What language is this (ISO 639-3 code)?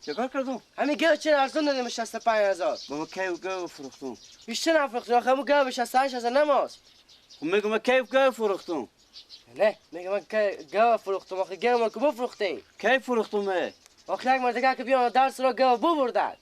fas